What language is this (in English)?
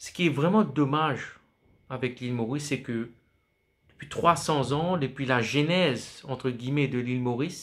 Morisyen